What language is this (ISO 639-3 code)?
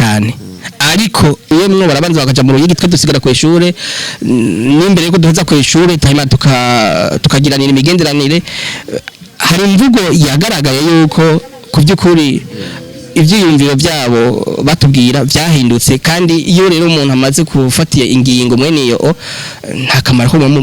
run